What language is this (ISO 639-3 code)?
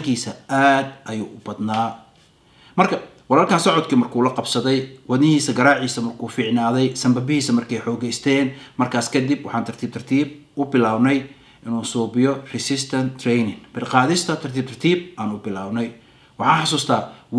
som